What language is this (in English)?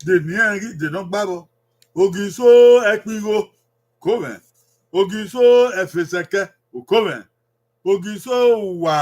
Bini